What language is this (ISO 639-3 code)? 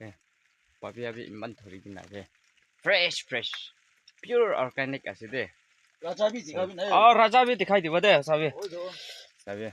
nag